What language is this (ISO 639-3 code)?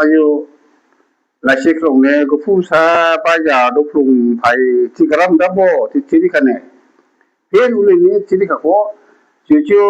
dis